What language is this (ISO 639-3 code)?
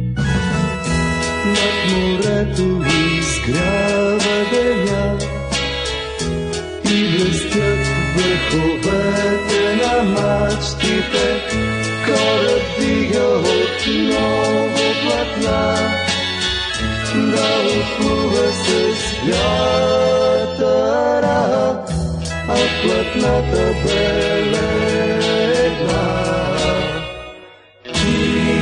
bul